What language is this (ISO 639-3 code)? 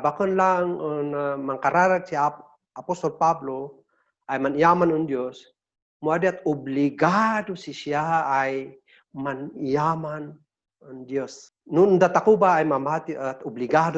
kne